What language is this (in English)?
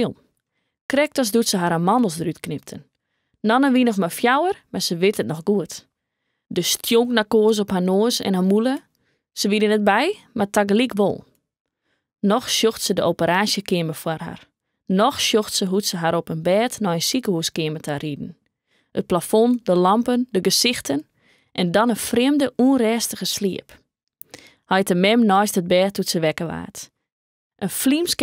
Western Frisian